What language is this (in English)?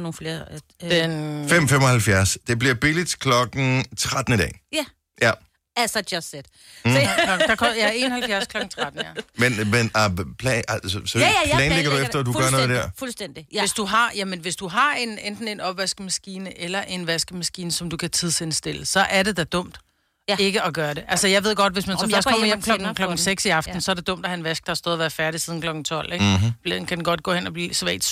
Danish